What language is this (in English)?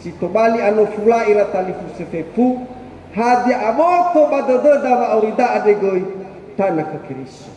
Nias